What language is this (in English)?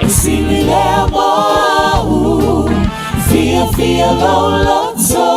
Samoan